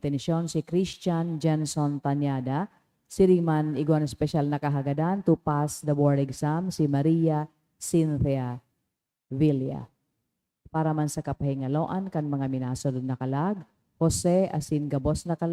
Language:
Bikol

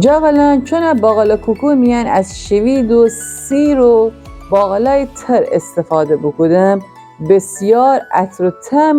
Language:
Gilaki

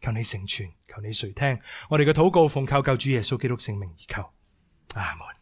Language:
Cantonese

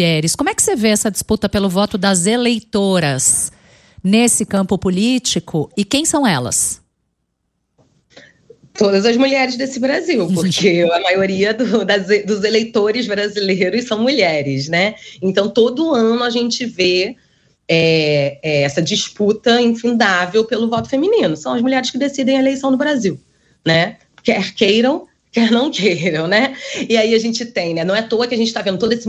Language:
Portuguese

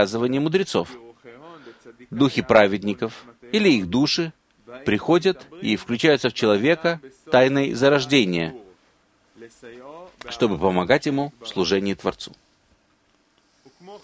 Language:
Russian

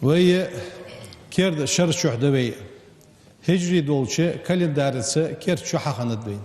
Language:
Ingush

